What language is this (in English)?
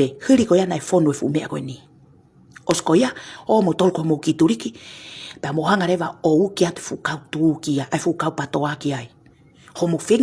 Tongan